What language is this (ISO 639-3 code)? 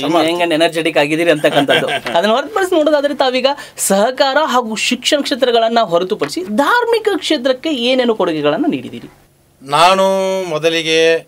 kan